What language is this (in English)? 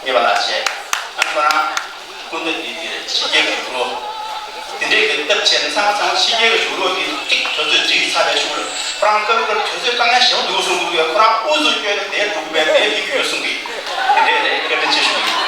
Tibetan